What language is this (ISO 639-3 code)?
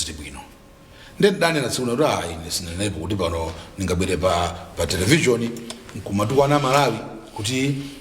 nya